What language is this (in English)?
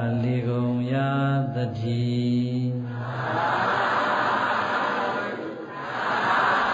Burmese